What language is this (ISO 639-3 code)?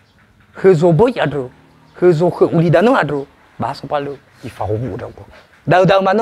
nia